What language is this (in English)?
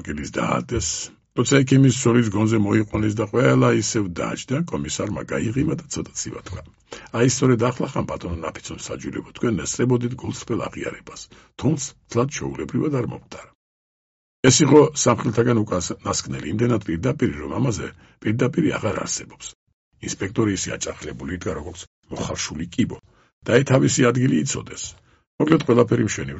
Georgian